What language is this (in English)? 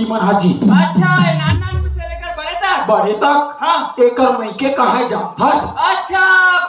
Chhattisgarhi